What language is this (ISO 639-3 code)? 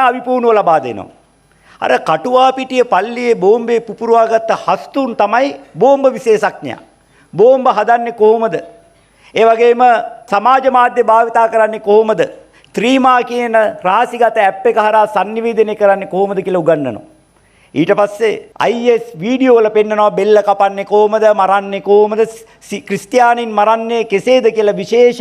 sin